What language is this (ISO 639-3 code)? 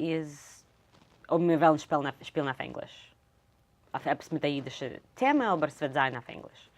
yid